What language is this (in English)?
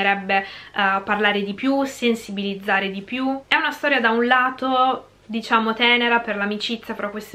Italian